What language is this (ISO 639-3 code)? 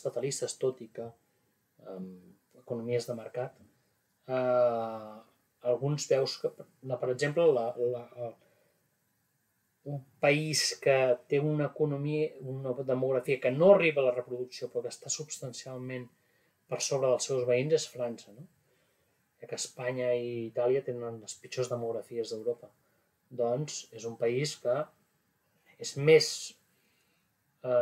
cat